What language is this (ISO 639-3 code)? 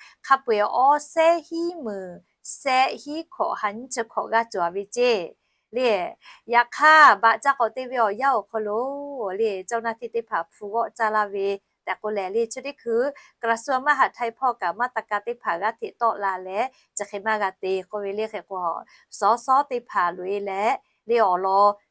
lhu